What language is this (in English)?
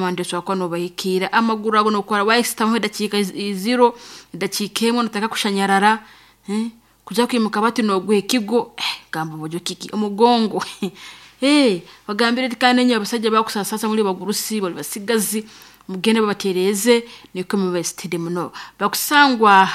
Nyoro